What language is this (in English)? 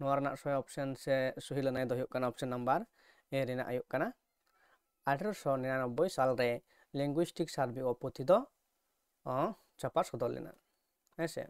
Santali